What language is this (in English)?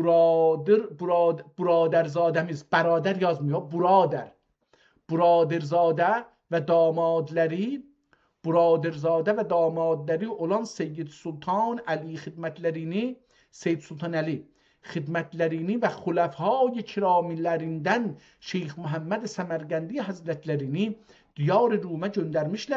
South Azerbaijani